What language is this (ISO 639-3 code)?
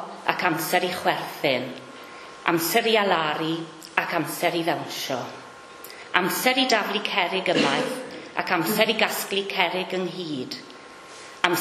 cym